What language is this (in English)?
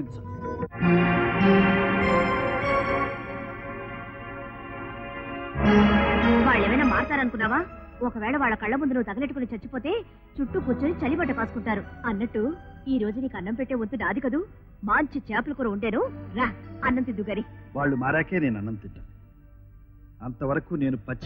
Telugu